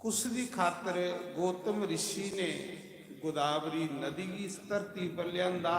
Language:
Dogri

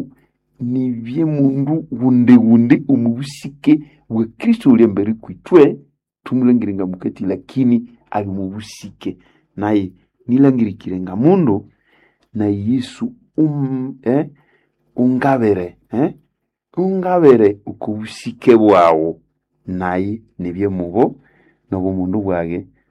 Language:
Nande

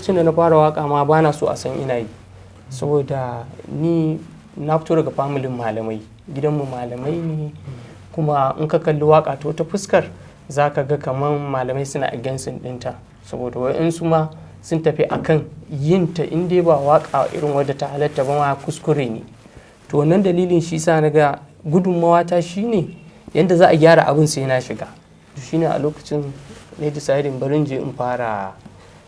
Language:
Hausa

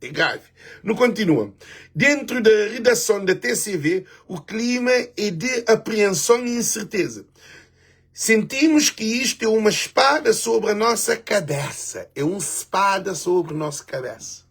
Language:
Kabuverdianu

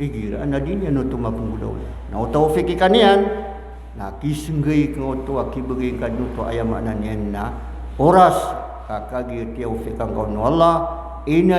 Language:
Maranao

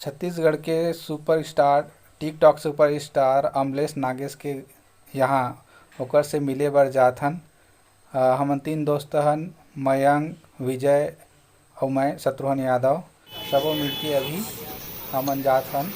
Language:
Chhattisgarhi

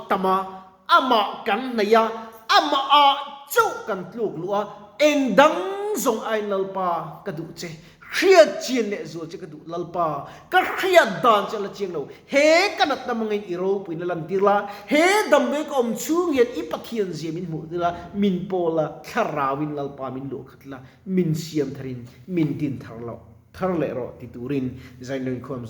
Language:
Mizo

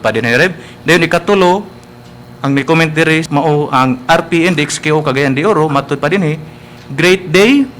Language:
Cebuano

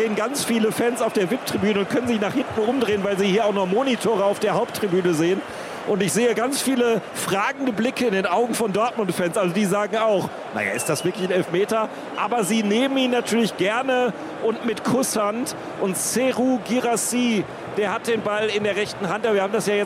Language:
German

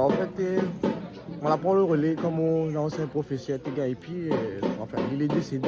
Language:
Réunion Creole French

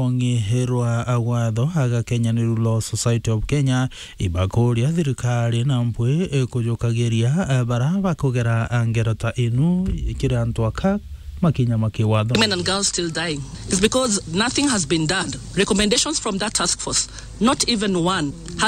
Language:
Meru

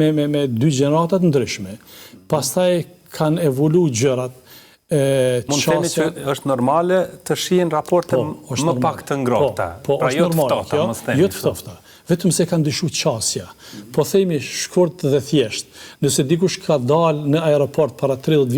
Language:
Albanian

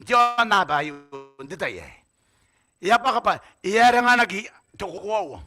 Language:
Gilbertese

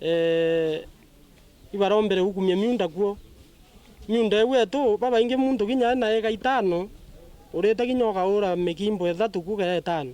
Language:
Meru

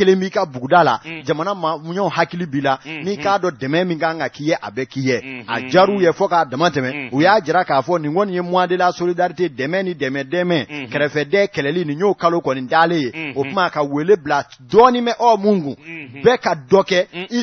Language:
Bambara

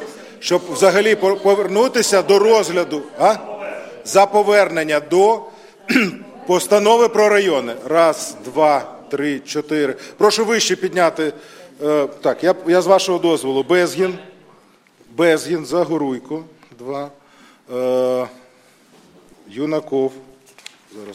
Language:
Ukrainian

